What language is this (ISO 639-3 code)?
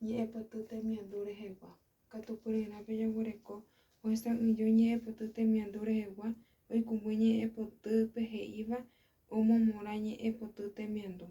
grn